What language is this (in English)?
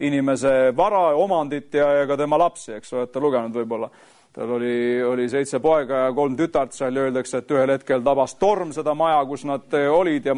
Estonian